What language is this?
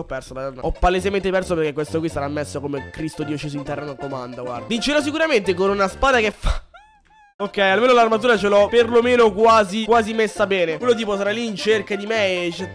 Italian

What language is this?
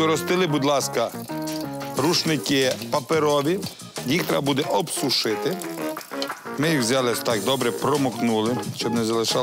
Ukrainian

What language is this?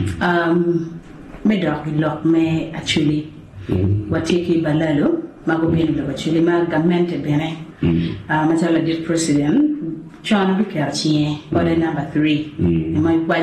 Acoli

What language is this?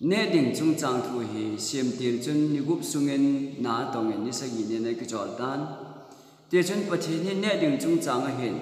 Thado Chin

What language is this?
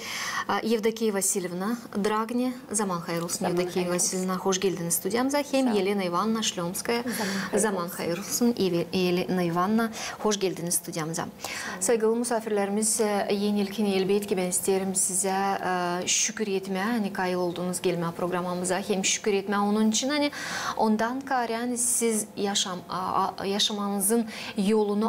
Gagauz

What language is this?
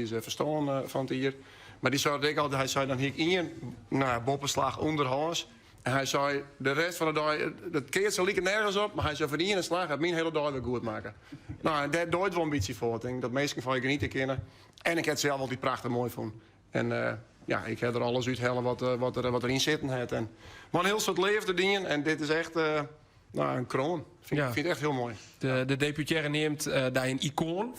Western Frisian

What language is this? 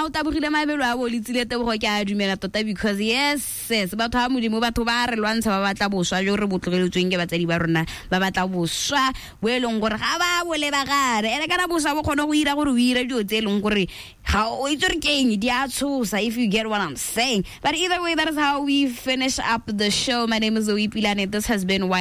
Tswana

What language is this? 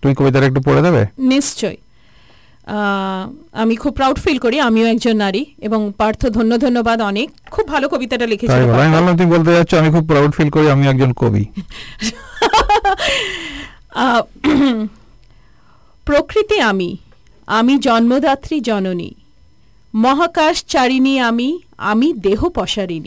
Bangla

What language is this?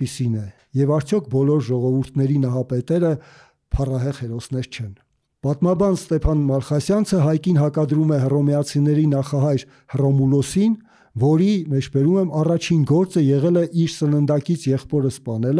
Armenian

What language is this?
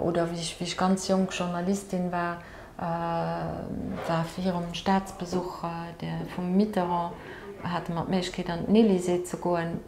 Luxembourgish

